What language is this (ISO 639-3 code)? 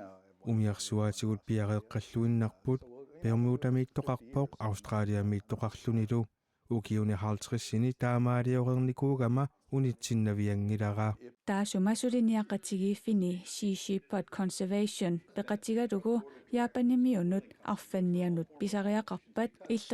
kal